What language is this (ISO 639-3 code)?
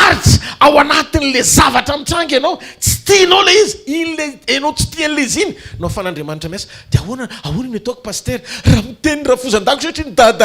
mlg